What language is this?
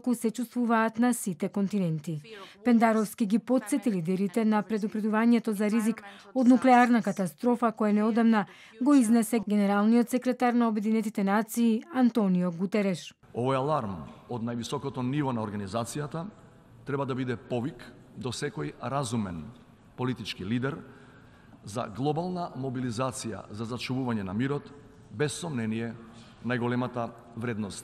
Macedonian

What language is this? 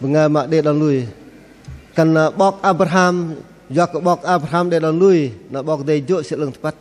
Bahnar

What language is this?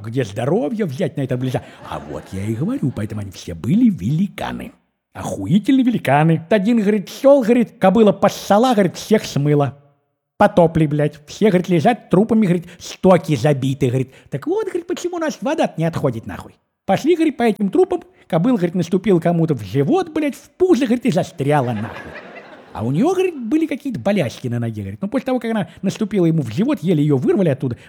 Russian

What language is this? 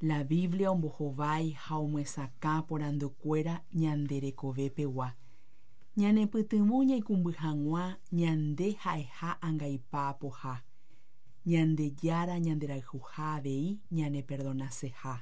Guarani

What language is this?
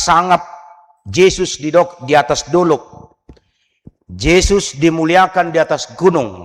Batak Toba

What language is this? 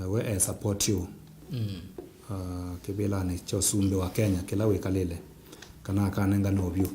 Kamba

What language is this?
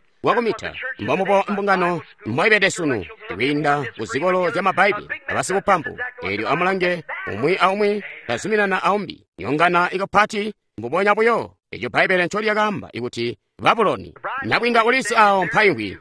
Tonga (Zambia)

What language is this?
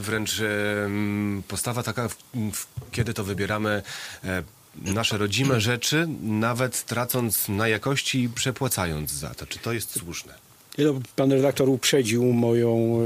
Polish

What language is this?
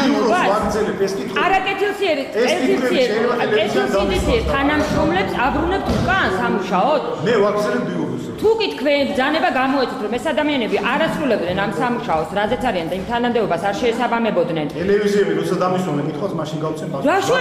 Georgian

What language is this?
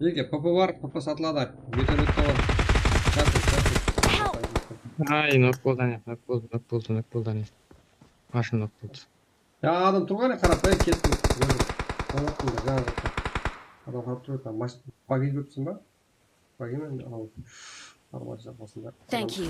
Kara-Kalpak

